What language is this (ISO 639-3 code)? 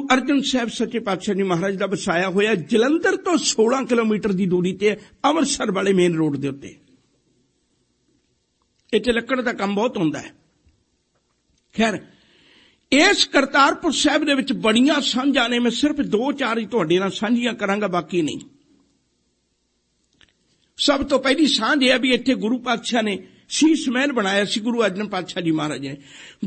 pan